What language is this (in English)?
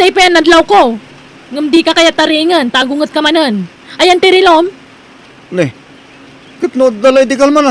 Iloko